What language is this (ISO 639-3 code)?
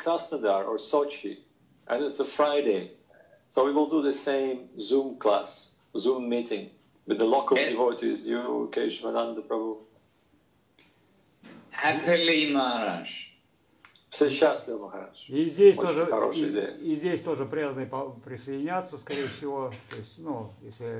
rus